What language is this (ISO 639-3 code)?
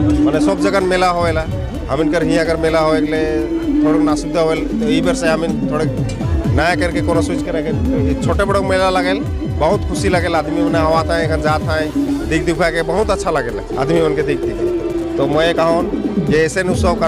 sck